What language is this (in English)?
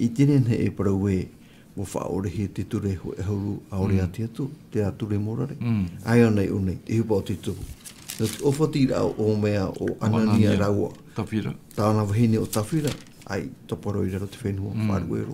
Tahitian